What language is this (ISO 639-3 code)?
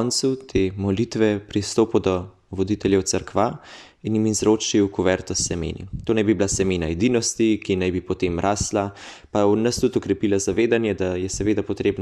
slv